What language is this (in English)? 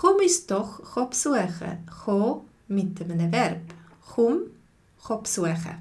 Swiss German